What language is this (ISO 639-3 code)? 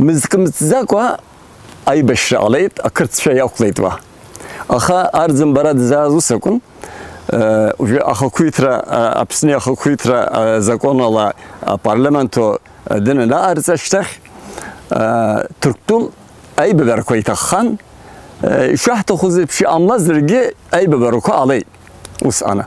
abk